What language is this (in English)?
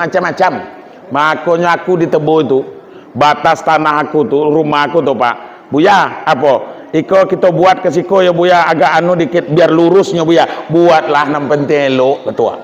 Minangkabau